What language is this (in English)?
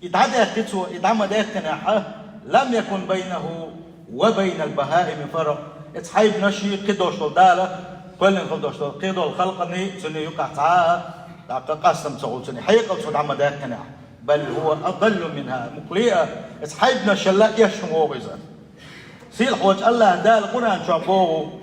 Chechen